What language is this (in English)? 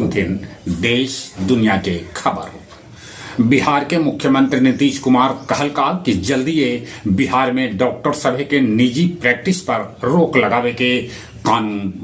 Magahi